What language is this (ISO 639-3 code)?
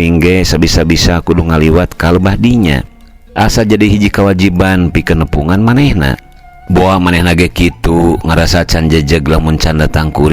sun